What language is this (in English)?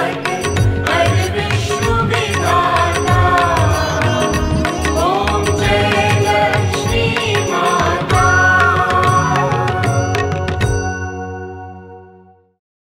Hindi